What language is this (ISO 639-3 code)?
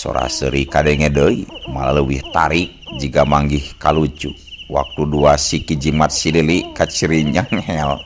sun